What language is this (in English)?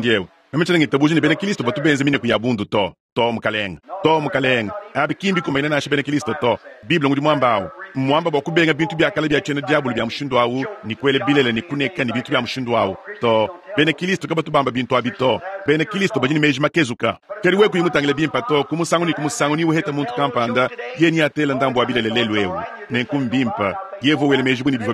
Luba-Lulua